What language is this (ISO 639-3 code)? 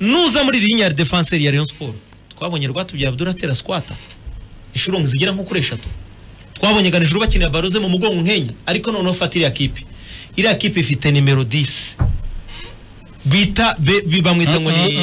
kin